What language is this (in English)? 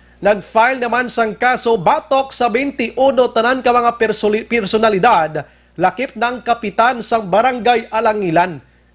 Hiligaynon